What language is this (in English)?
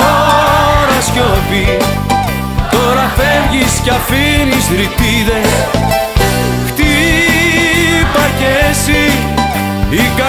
Greek